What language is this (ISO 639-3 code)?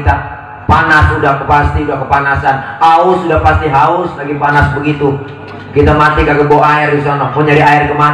bew